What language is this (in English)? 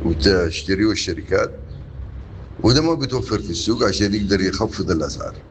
Sudanese Arabic